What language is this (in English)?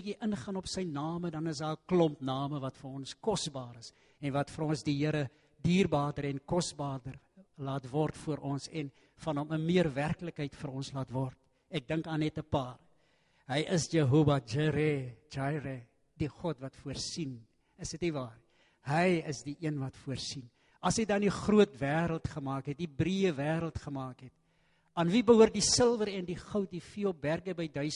Afrikaans